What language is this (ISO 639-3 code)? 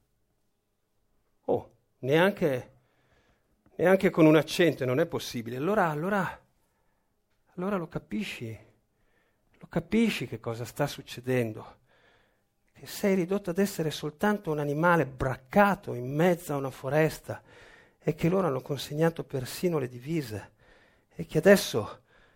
ita